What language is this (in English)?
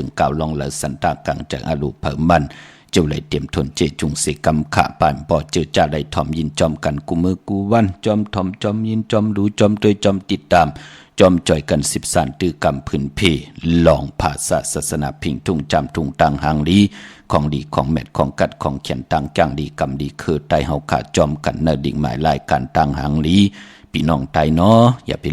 Shan